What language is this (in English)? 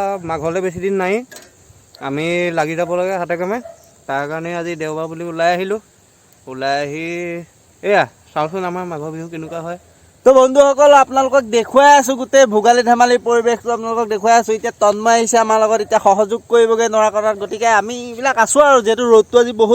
Assamese